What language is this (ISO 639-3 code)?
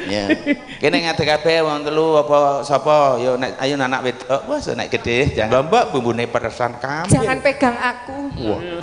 jav